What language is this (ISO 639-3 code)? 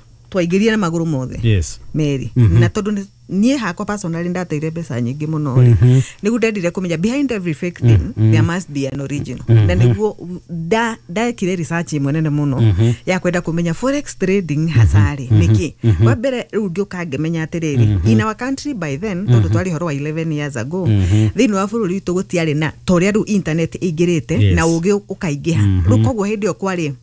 kik